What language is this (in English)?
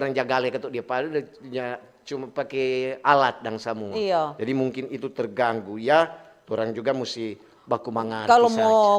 Manado Malay